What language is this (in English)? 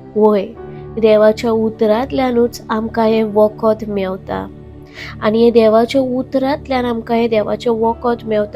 Konkani